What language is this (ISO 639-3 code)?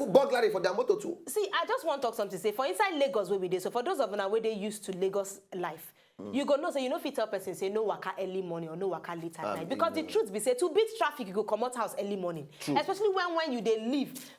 pcm